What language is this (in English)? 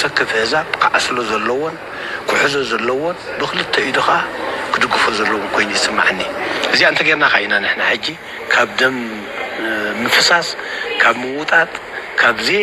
Tigrinya